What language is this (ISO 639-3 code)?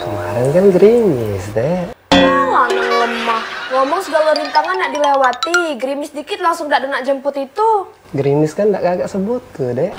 mui